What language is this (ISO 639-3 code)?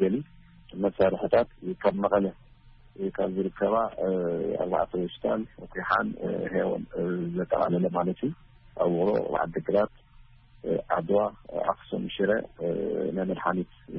tir